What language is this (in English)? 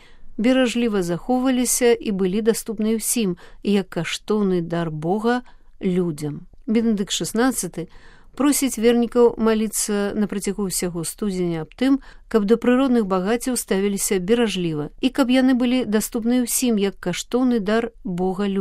Belarusian